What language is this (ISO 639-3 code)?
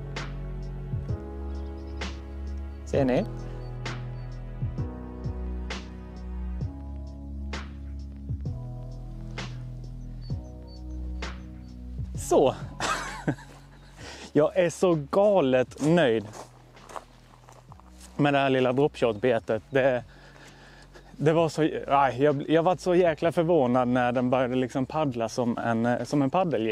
swe